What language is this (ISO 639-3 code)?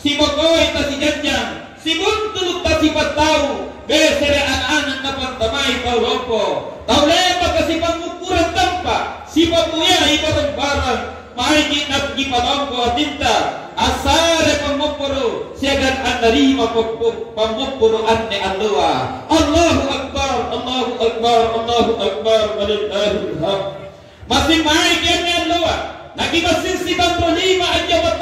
mak